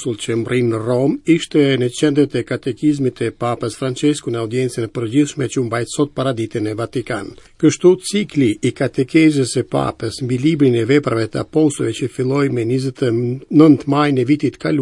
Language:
Albanian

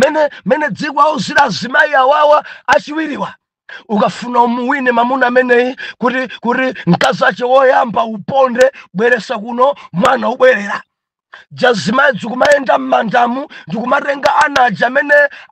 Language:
Nyanja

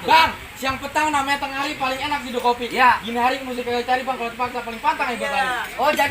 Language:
Betawi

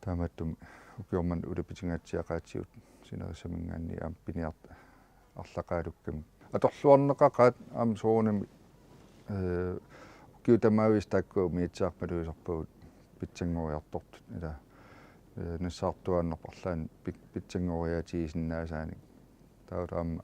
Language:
Kalaallisut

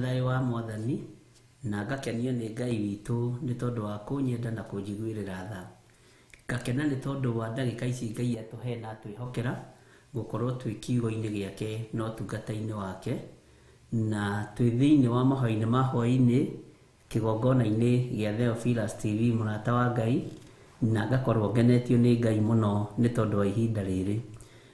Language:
Kikuyu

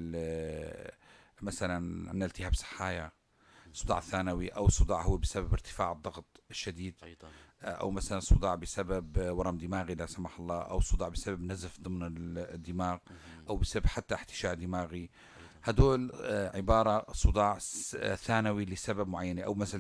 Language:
North Levantine Arabic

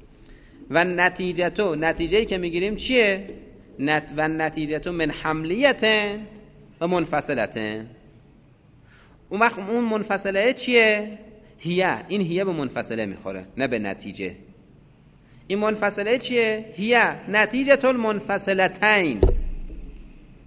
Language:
Persian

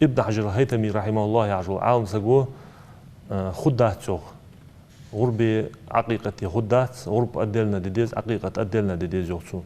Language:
Ingush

